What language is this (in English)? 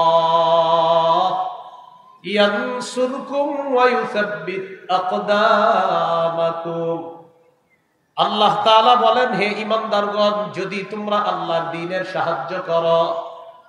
Bangla